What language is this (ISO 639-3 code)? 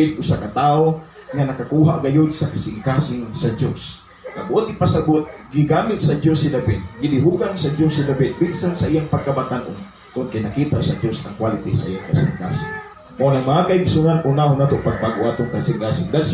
ceb